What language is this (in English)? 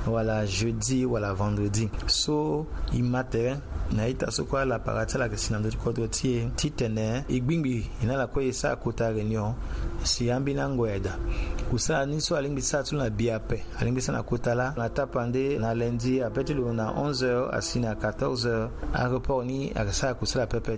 Sango